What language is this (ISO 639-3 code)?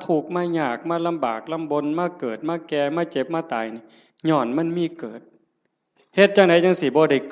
tts